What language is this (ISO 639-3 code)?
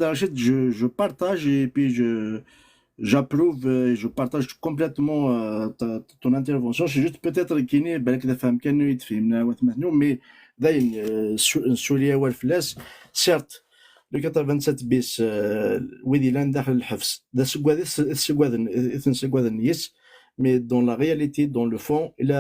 kab